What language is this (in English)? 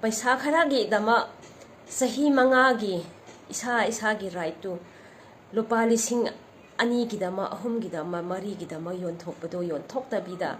Manipuri